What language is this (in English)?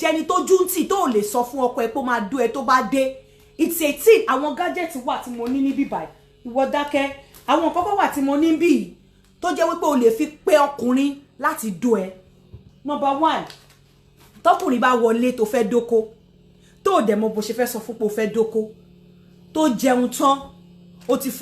Yoruba